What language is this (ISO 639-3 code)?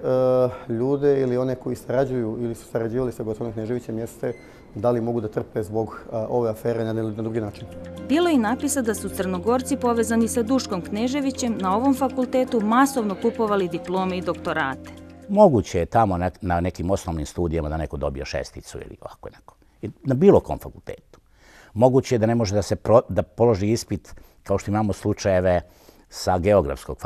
srp